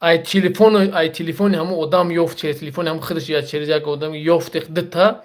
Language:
Tajik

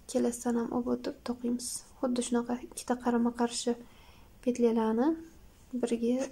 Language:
Uzbek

